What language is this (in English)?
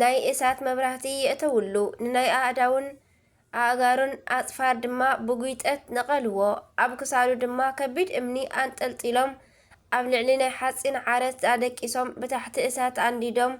Tigrinya